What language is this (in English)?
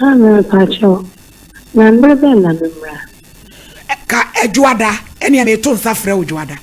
Akan